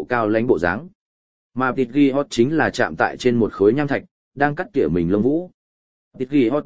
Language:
Vietnamese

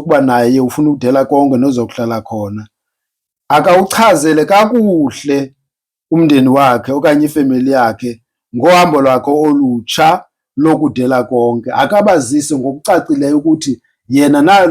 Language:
Zulu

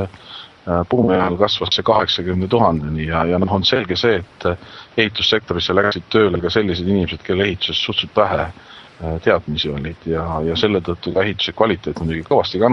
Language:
Estonian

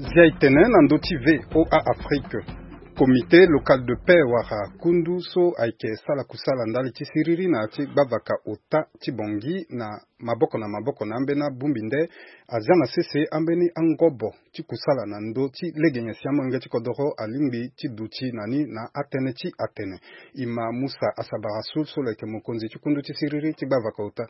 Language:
Sango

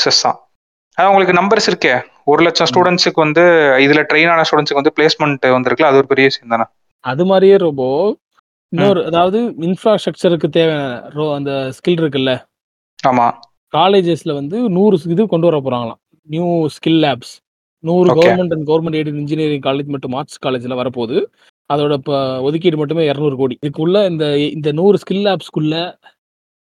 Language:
Tamil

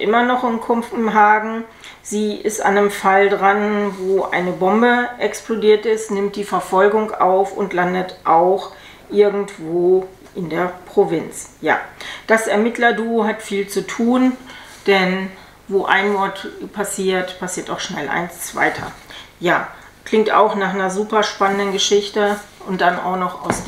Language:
German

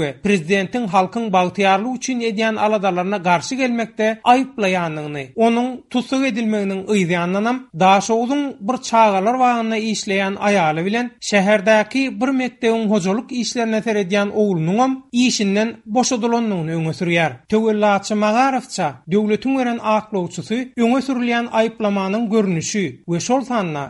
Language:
Turkmen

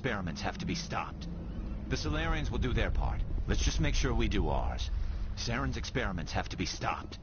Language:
English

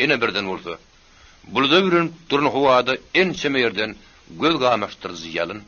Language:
Turkmen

